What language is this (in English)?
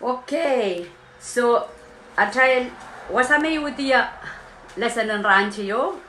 Pohnpeian